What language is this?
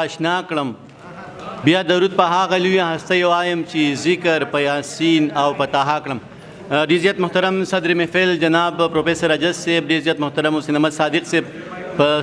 Pashto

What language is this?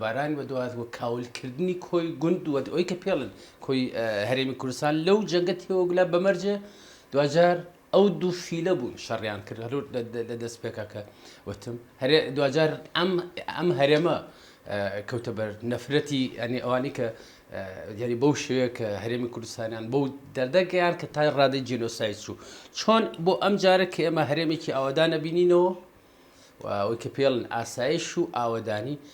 Central Kurdish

